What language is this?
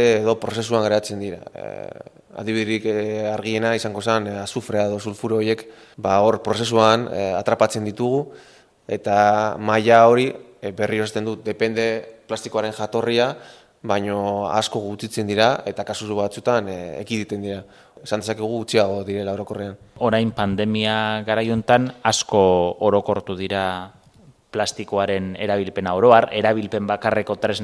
Basque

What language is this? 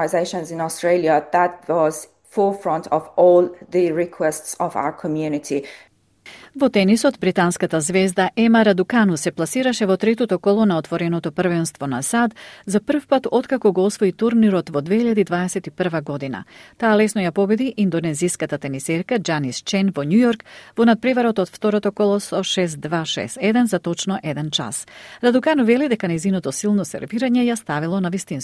Macedonian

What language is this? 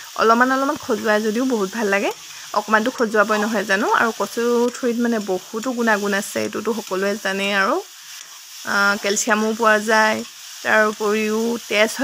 Assamese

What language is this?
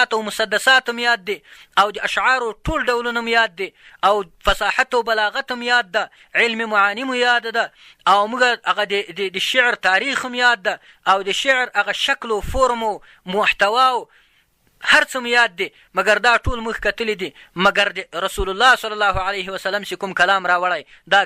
Pashto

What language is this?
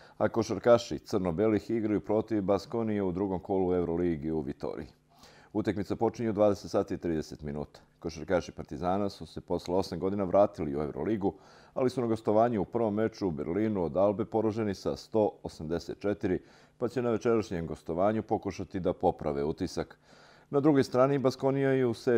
Serbian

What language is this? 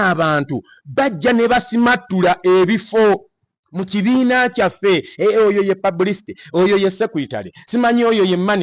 Ganda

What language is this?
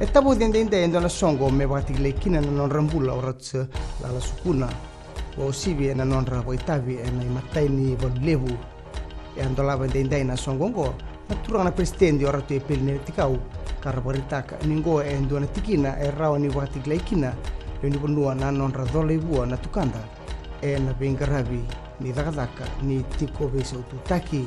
Fijian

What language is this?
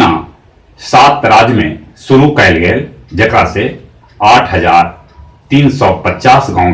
Magahi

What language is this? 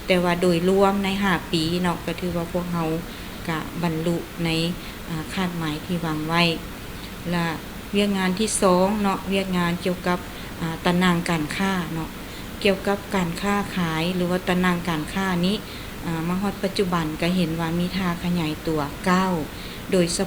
Lao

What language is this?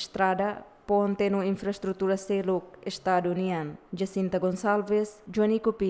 Tetum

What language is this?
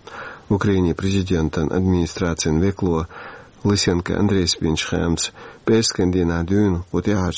Chechen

